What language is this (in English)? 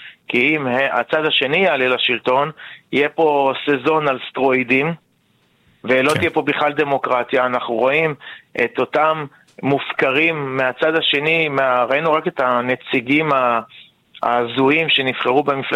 Hebrew